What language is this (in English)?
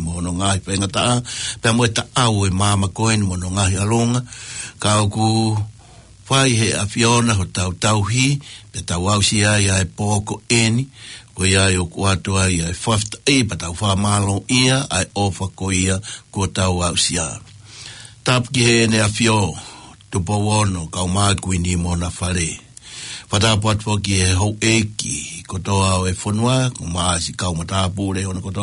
Tongan